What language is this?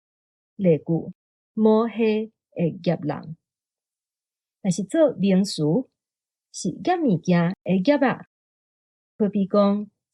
Min Nan Chinese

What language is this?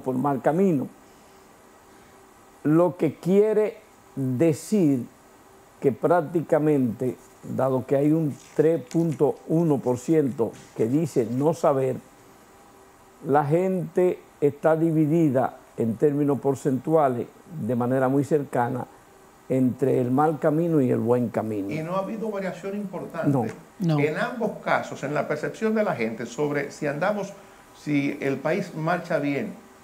Spanish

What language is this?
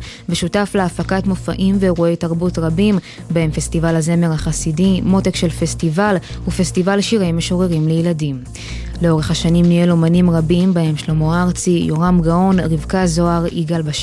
Hebrew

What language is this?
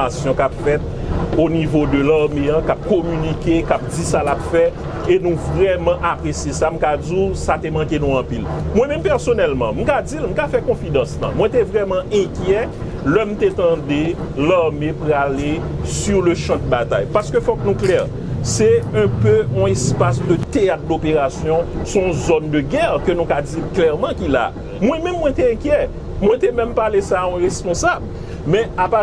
Haitian Creole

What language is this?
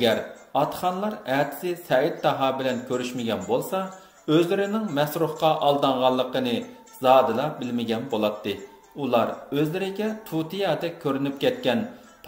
Uyghur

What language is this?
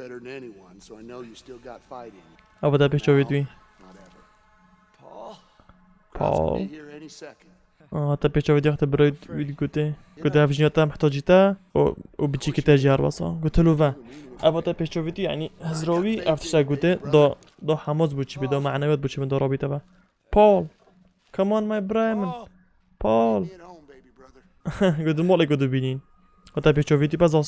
Kurdish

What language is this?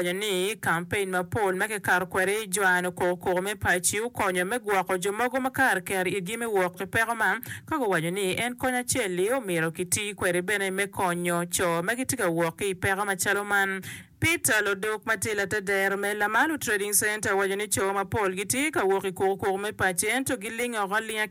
Acoli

